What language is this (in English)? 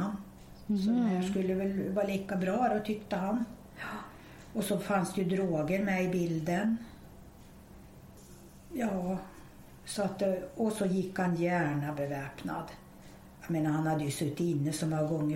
Swedish